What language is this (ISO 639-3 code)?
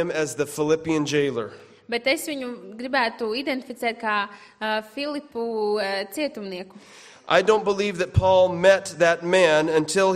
lav